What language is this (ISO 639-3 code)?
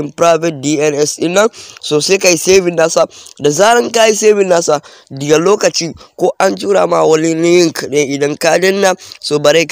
hau